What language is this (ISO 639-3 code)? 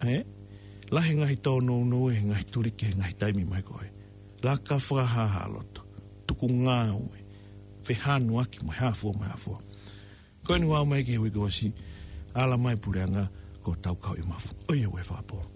ton